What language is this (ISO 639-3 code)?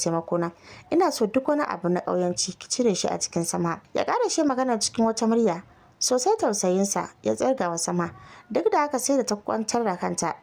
hau